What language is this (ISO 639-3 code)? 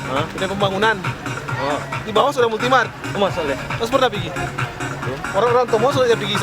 xmm